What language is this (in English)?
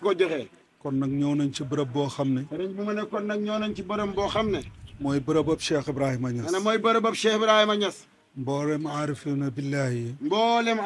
Wolof